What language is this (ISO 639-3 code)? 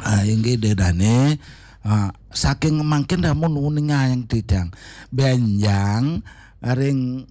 ban